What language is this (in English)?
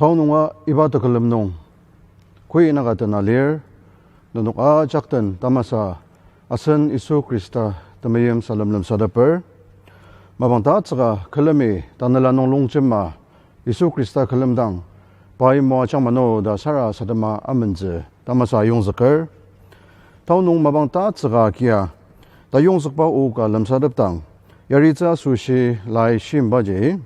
Ao Naga